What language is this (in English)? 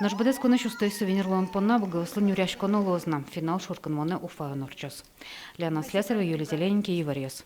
Udmurt